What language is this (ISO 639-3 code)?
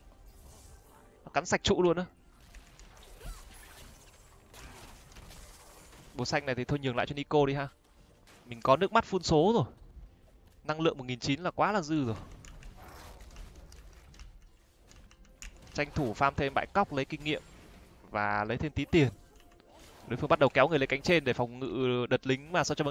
vie